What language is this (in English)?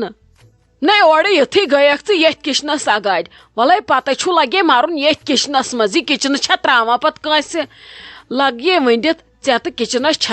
Kashmiri